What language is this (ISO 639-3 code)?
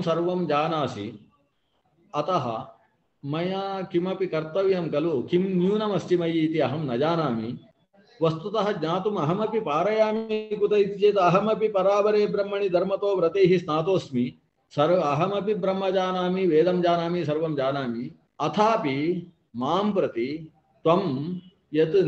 san